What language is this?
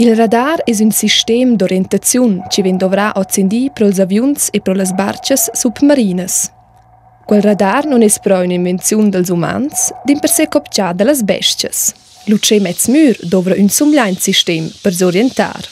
Romansh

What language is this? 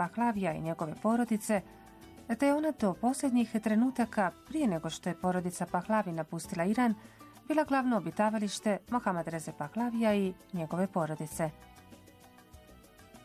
Bosnian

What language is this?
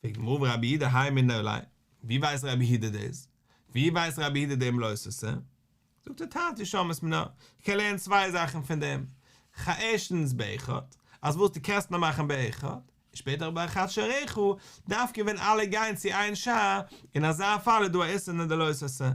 Yiddish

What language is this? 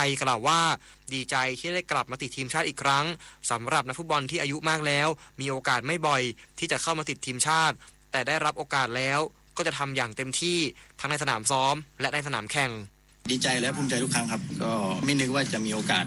Thai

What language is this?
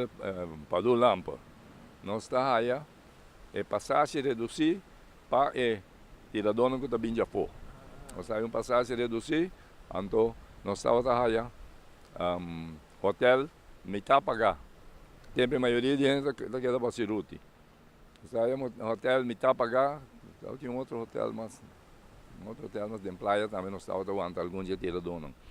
Papiamento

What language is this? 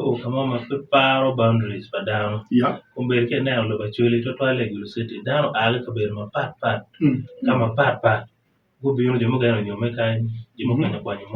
Acoli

